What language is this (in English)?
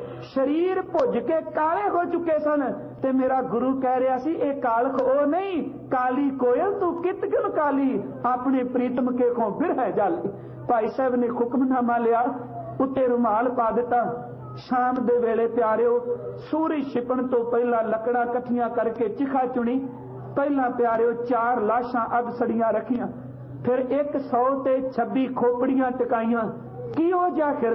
Punjabi